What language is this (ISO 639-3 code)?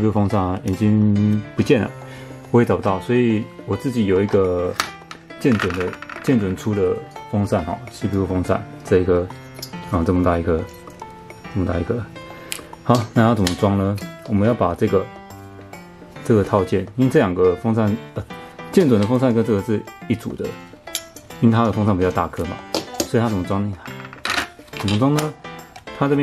zho